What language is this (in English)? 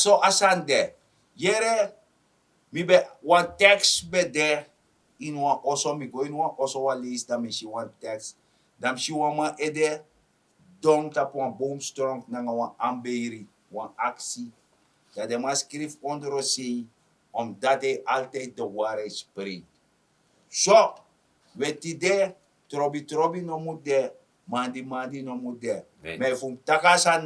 Sranan Tongo